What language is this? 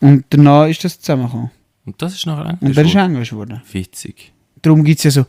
Swiss German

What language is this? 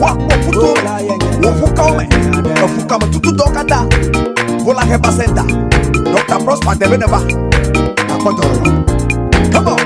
Ewe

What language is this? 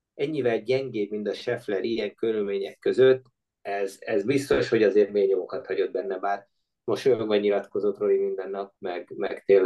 Hungarian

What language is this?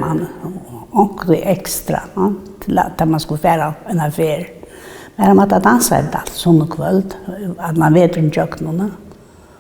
Faroese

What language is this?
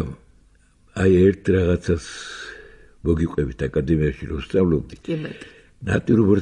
Georgian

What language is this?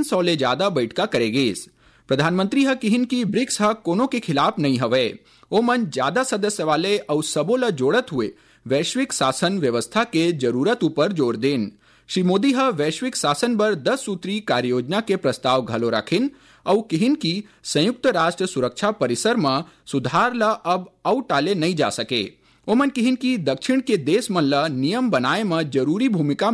Chhattisgarhi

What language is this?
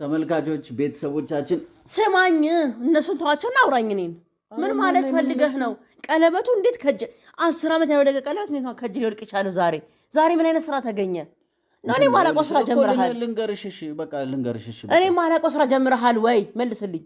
Amharic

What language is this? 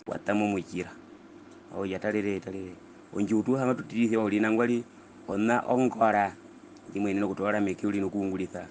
Herero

